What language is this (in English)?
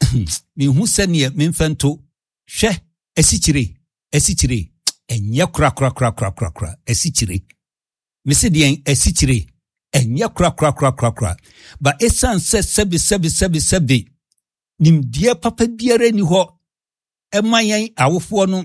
Akan